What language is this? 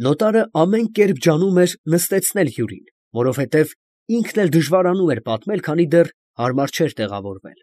Armenian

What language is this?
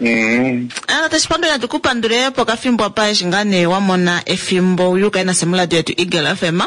Kuanyama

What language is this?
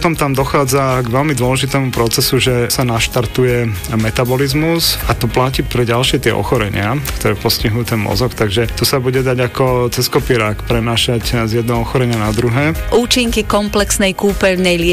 Slovak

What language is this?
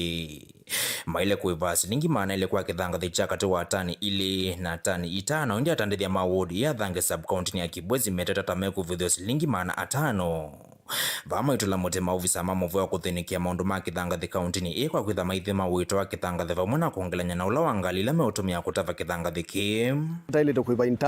Kamba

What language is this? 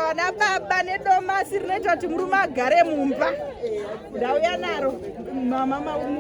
Shona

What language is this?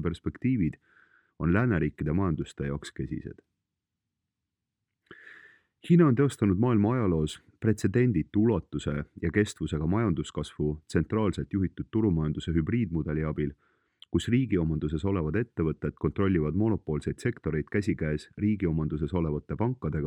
Estonian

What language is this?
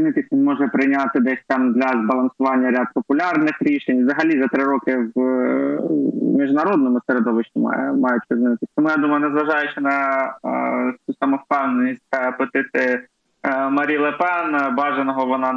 Ukrainian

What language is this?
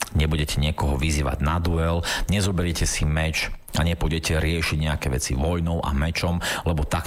Slovak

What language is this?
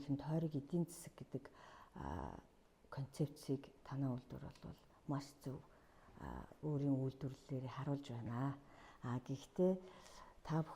Mongolian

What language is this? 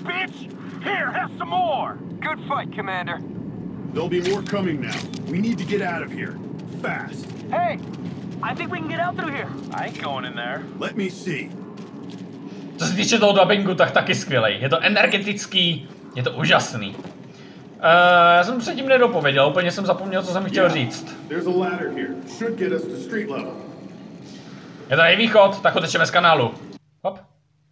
Czech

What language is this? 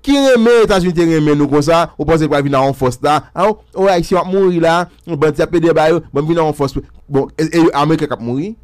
Haitian Creole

